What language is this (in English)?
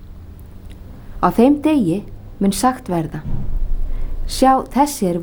Icelandic